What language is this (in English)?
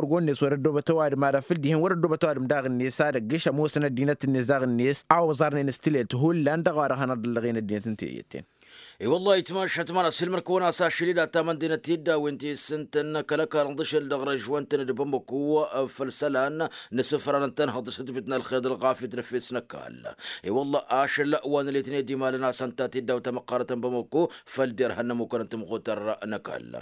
Tamasheq